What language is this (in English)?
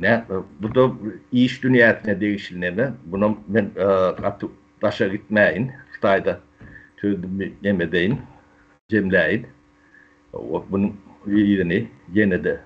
Turkmen